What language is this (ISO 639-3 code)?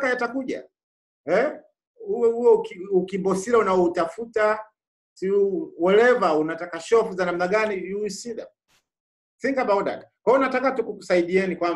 swa